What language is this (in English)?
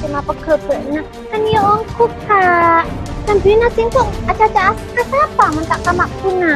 Madurese